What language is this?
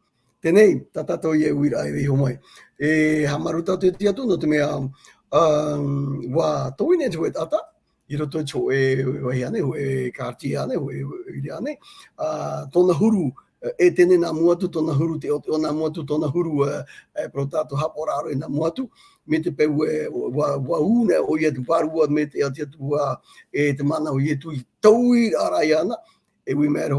Tahitian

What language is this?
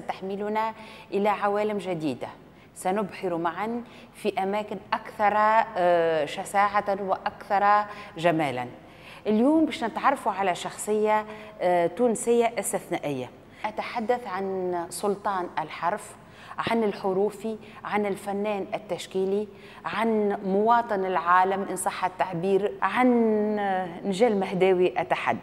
Tunisian Arabic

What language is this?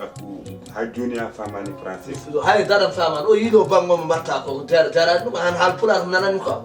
Fula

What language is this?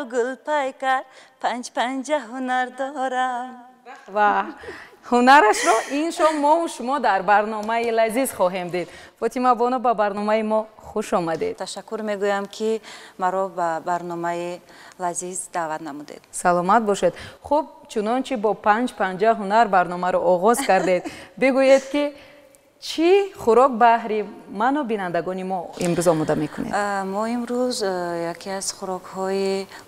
Tajik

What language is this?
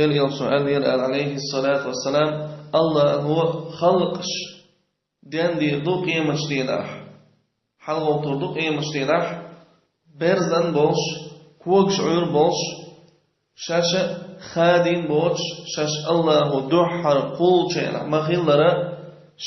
Chechen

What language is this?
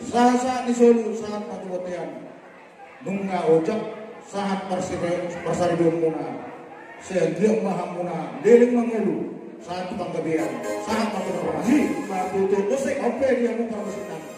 Batak Toba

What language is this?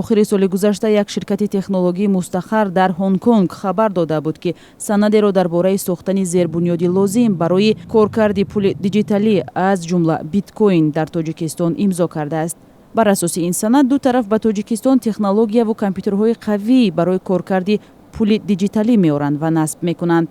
Tajik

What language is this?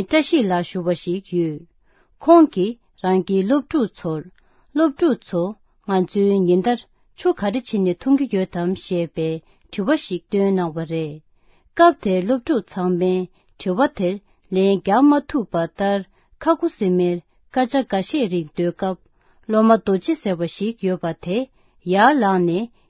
Tibetan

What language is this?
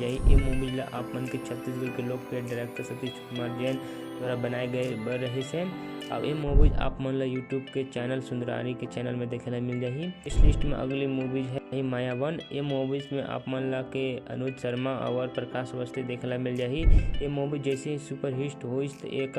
Chhattisgarhi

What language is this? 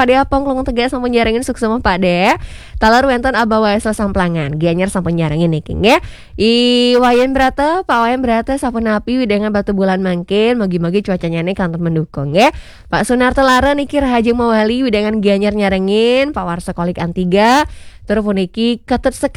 Balinese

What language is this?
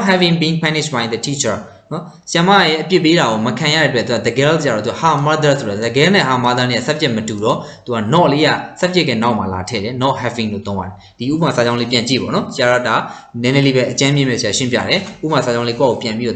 Burmese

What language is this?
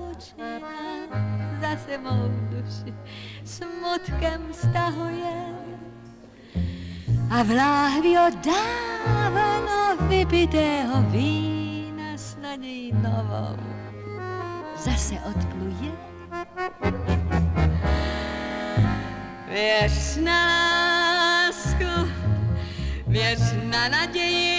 Czech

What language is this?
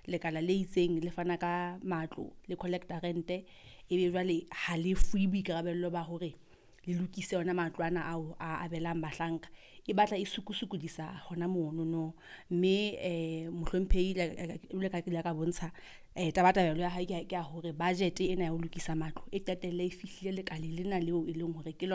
Southern Sotho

